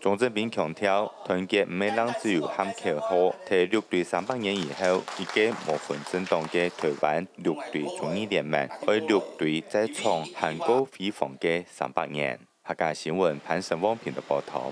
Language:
Hakka Chinese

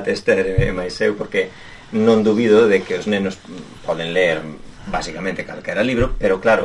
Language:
Galician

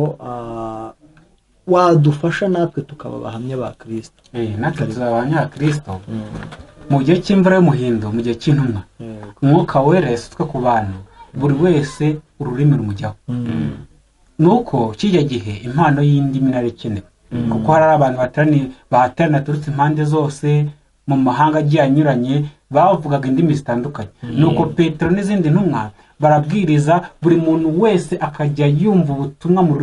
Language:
Kinyarwanda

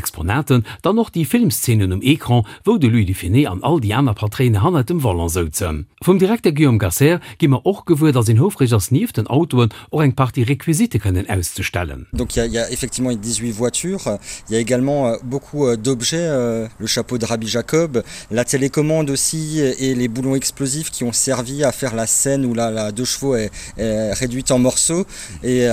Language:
Luxembourgish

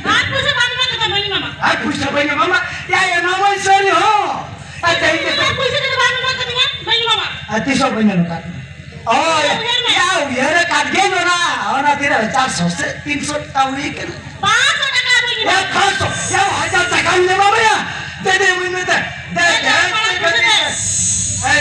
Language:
Santali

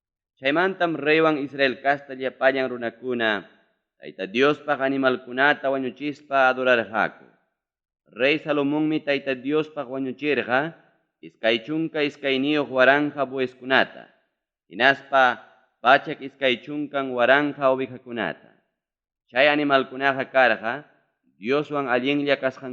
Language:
Ayacucho Quechua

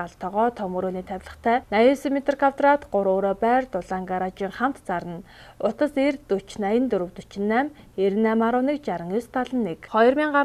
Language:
Mongolian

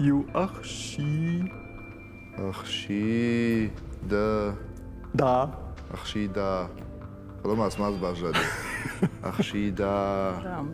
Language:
Ossetic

